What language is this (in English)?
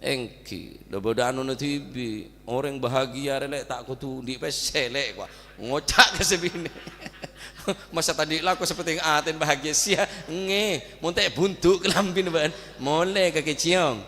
Madurese